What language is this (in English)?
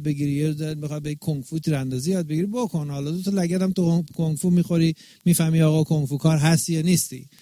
Persian